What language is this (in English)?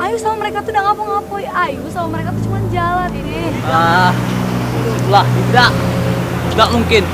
Musi